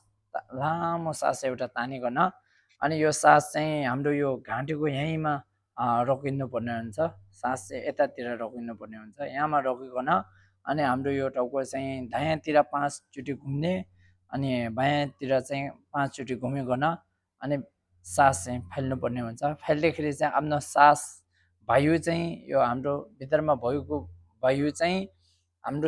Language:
Nepali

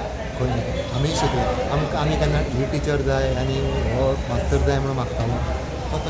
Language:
Konkani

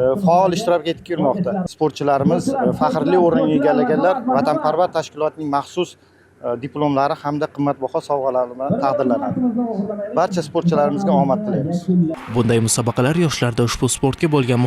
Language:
Uzbek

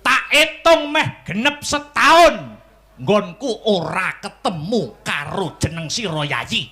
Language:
Javanese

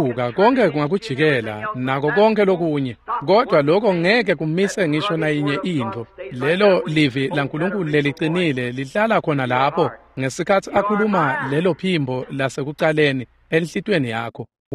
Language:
Swati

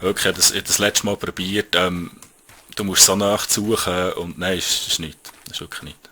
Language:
Swiss German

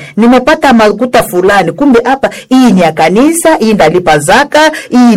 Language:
Swahili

